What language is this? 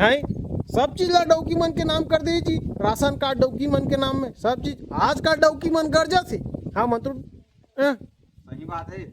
Chhattisgarhi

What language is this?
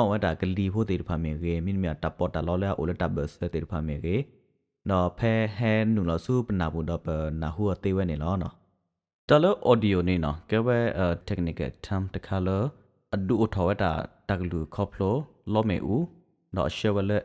S'gaw Karen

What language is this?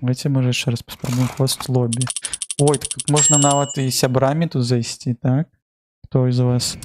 Belarusian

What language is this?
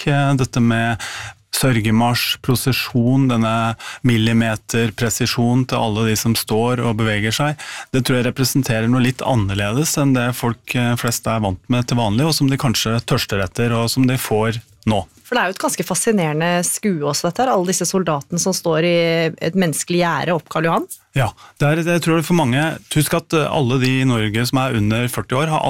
Norwegian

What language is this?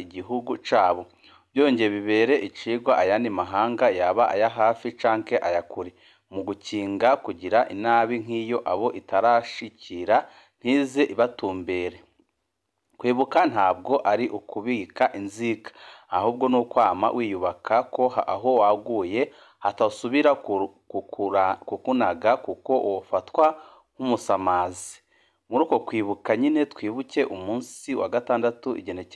Rundi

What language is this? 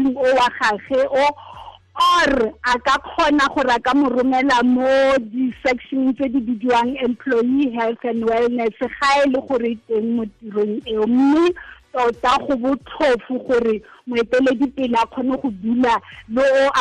Tswana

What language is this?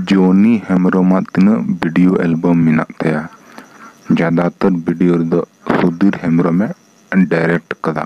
Santali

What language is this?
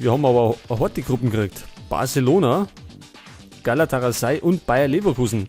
Bavarian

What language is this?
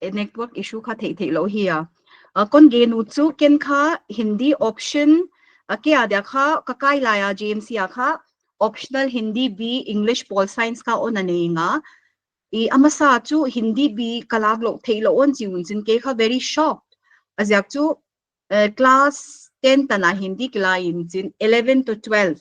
Paite Chin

